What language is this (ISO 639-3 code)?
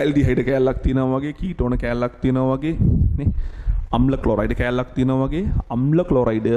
sin